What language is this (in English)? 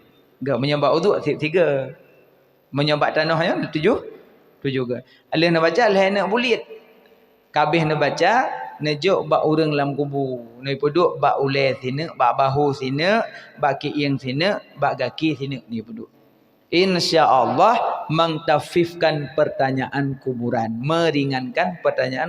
Achinese